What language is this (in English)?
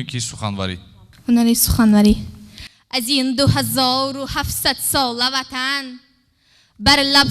Tajik